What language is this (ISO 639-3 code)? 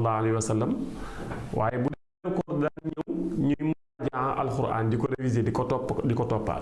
wol